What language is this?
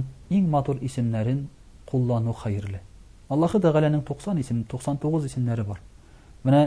Tatar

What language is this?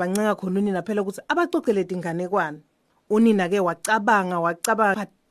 Swati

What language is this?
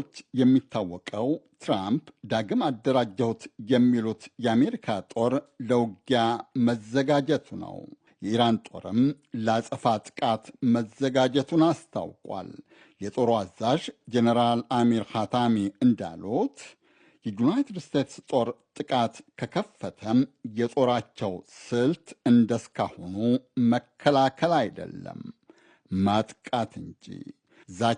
Amharic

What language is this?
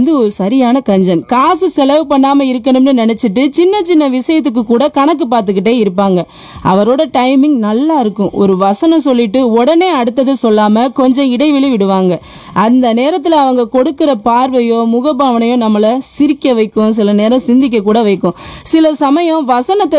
Tamil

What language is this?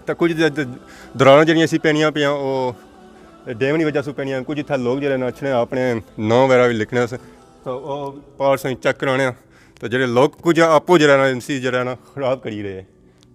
Pahari-Potwari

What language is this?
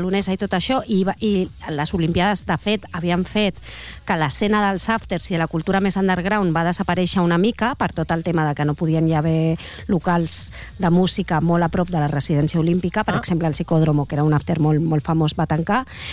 Catalan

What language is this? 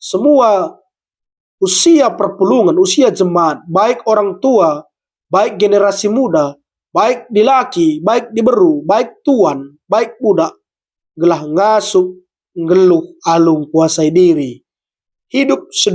Batak Karo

